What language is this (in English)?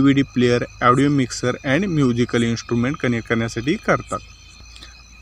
Marathi